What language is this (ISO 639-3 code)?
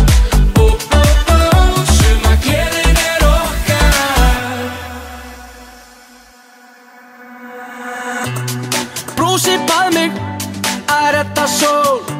isl